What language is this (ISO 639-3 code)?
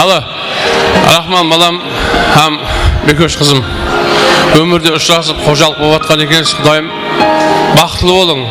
kaa